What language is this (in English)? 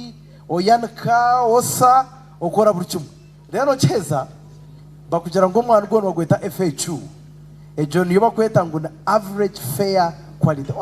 Nyankole